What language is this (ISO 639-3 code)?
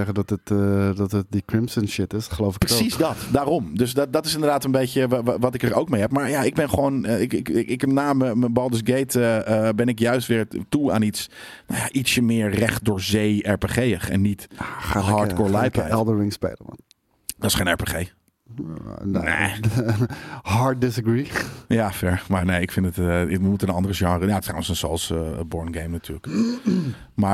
nld